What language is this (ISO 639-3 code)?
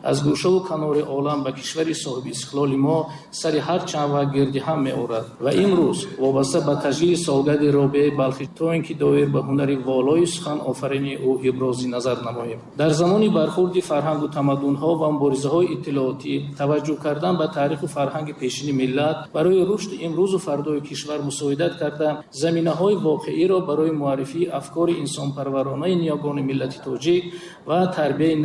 tgk